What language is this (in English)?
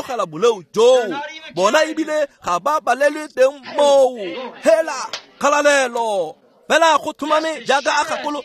Tswana